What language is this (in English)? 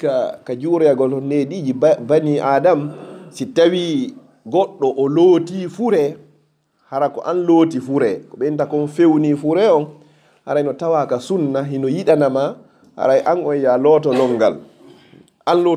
Fula